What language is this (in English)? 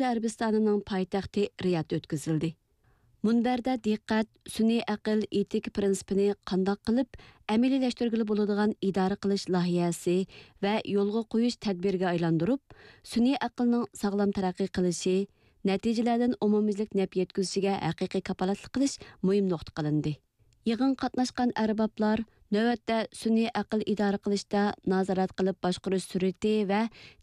Uyghur